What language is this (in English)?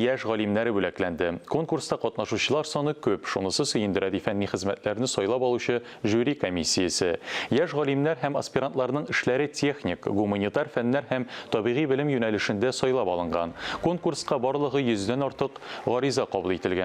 Tatar